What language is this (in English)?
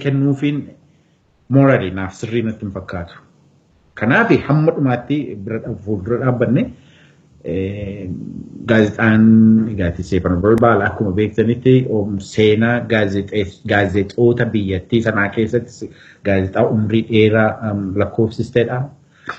Oromo